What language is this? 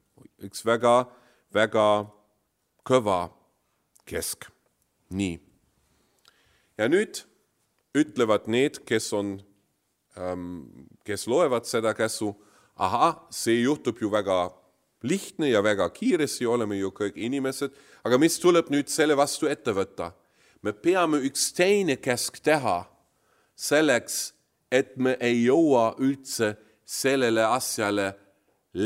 Estonian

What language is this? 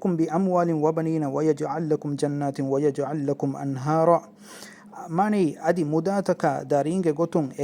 Divehi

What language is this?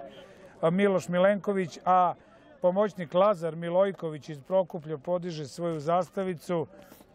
Serbian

